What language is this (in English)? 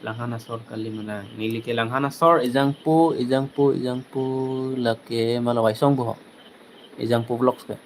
Karbi